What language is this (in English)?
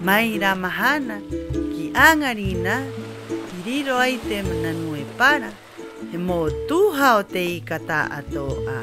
Rapanui